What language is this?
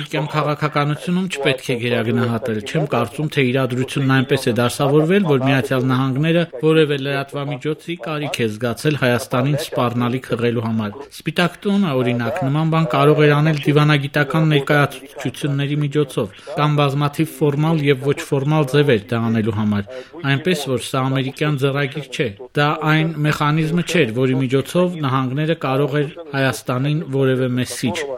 Armenian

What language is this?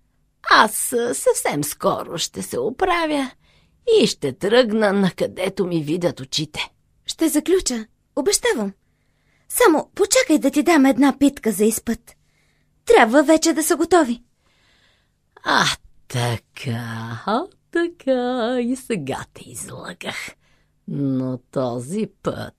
Bulgarian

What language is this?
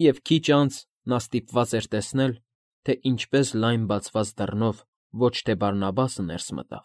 Armenian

